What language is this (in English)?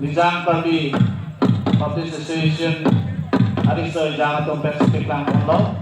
Karbi